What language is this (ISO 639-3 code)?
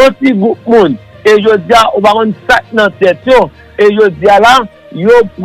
hat